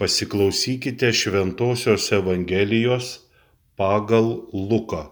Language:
Lithuanian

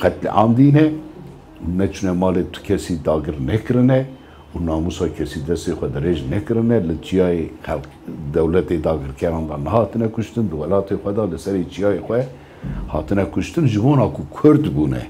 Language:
Kurdish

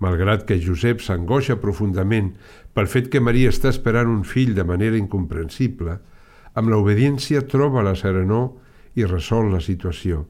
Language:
Catalan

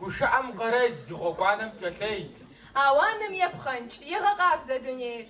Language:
Kabardian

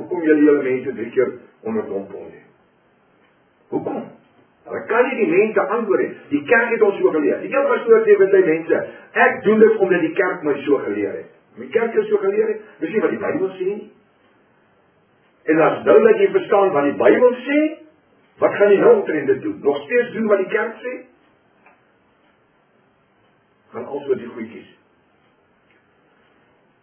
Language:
Afrikaans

